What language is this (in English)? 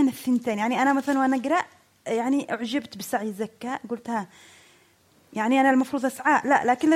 Egyptian Arabic